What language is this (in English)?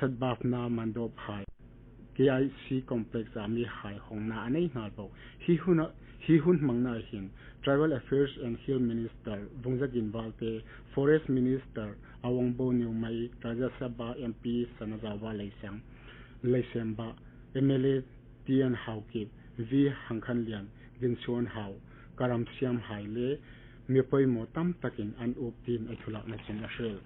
Hmar